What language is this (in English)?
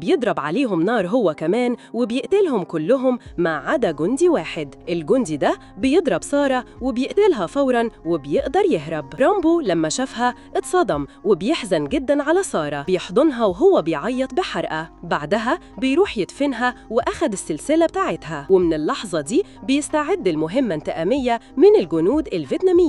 Egyptian Arabic